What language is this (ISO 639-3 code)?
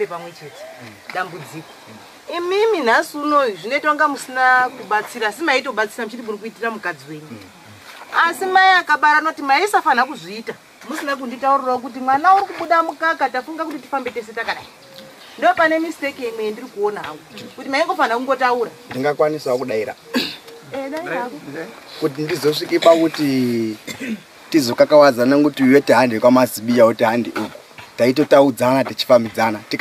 sna